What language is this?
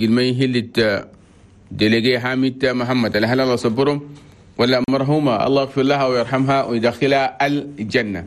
Chadian Arabic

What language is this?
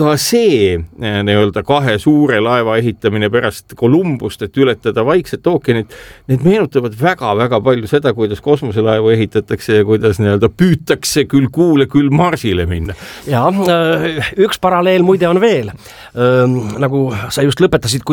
Estonian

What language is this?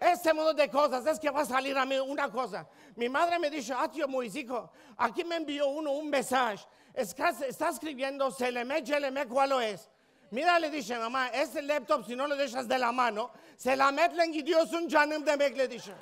Ladino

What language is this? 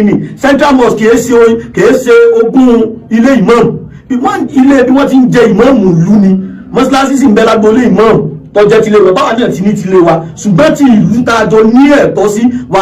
Yoruba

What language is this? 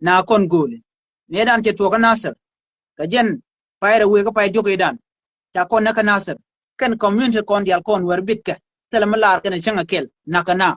Nuer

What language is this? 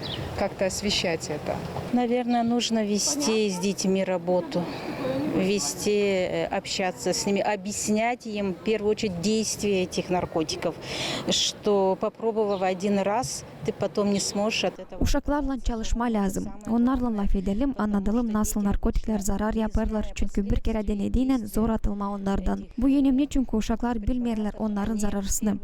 Gagauz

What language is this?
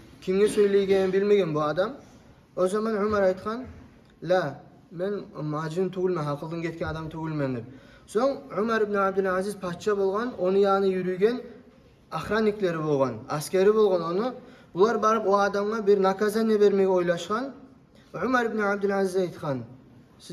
Kumyk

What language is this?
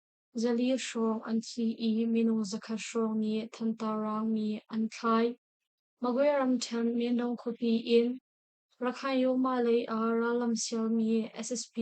Hakha Chin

